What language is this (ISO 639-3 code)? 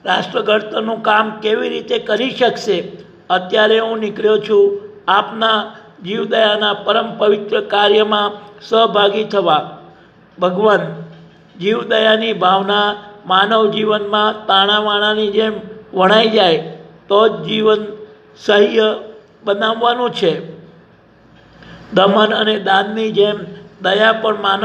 guj